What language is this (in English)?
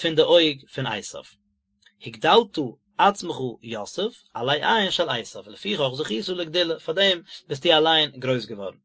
Yiddish